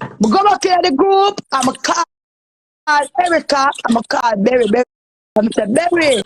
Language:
Jamaican Creole English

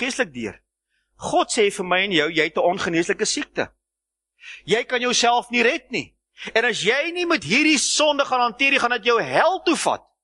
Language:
Afrikaans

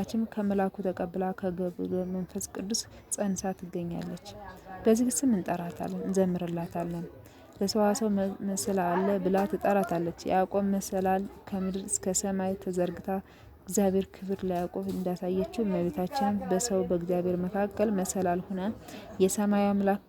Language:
Amharic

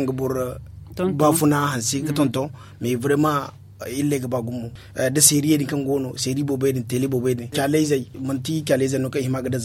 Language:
Zarma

